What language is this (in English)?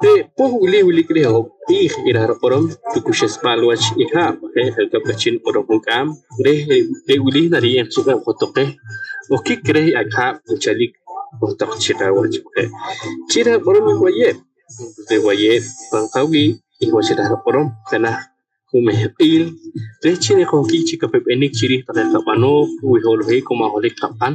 Poqomchi'